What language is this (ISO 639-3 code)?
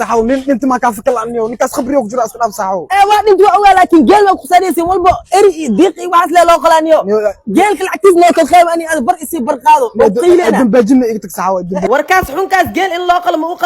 som